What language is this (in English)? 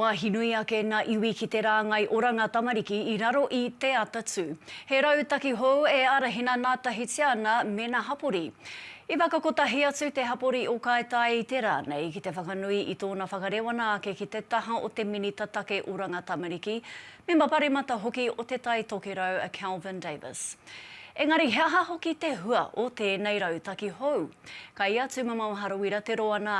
Māori